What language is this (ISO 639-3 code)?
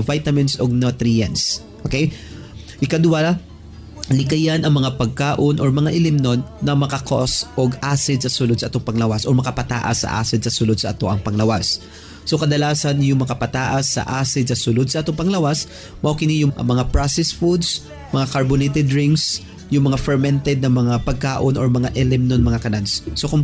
ceb